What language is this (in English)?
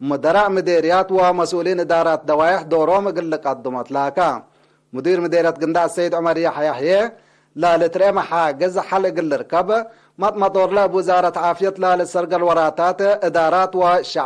Tigre